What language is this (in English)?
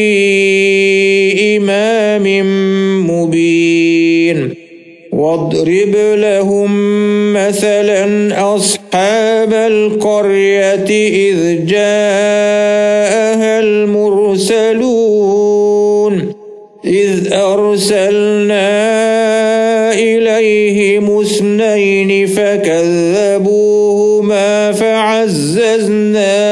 Arabic